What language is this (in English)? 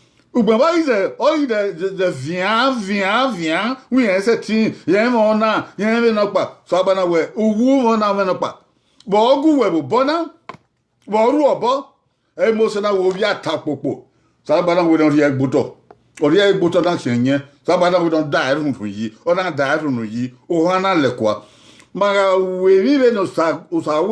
Bini